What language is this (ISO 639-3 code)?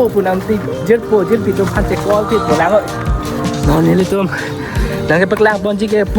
mjw